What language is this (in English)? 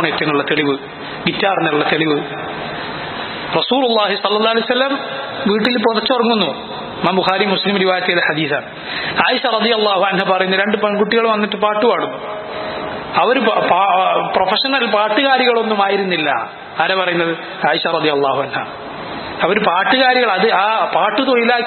Malayalam